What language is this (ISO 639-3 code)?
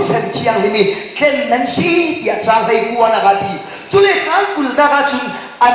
cfm